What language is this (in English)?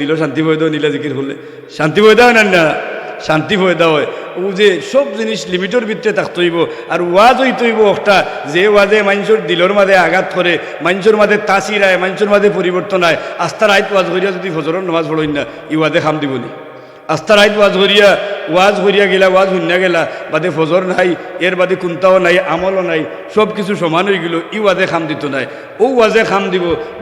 Sylheti